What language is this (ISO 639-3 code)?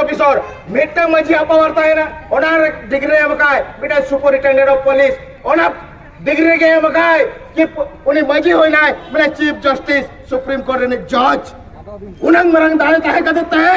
sat